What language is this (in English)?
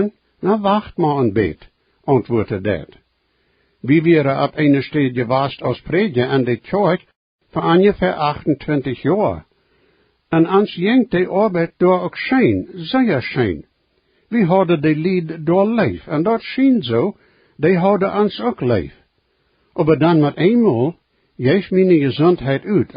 Plautdietsch